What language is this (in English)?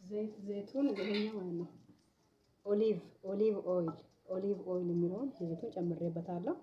Amharic